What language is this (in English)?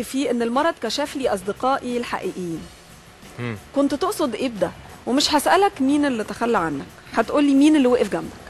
Egyptian Arabic